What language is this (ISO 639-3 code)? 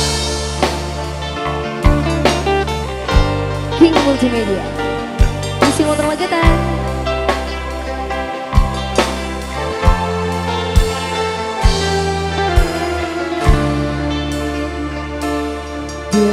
ind